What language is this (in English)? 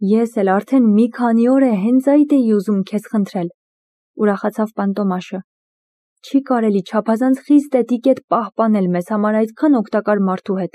Armenian